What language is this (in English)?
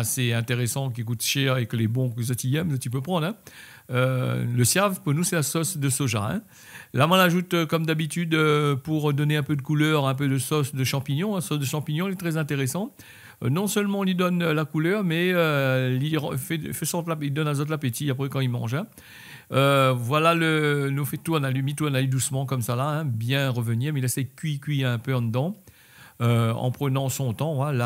Réunion Creole French